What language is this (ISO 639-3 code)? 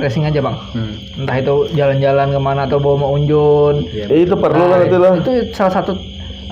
bjn